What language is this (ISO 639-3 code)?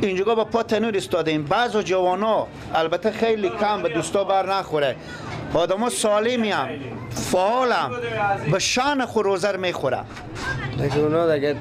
fas